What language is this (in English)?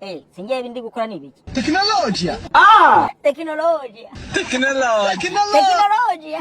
Kinyarwanda